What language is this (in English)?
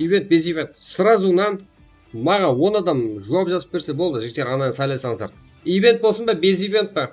Kara-Kalpak